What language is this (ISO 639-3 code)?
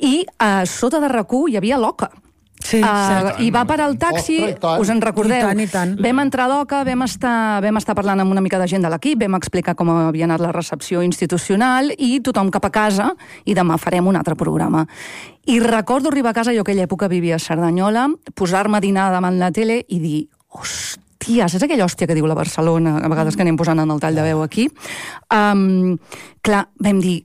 cat